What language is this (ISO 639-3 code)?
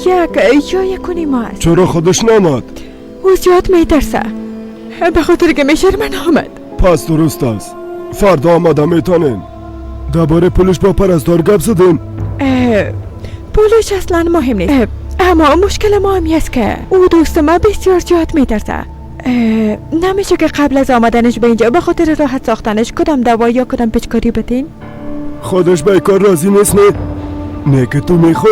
fas